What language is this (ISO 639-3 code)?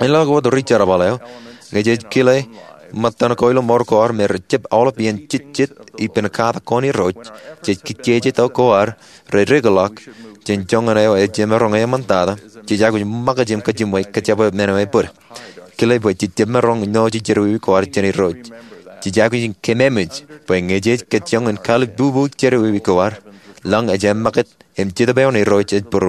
mah